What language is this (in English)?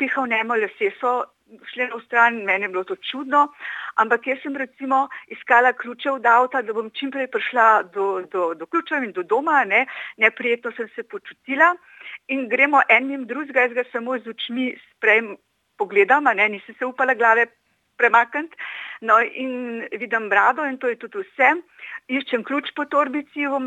Slovenian